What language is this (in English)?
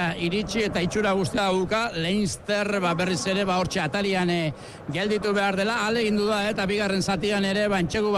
Basque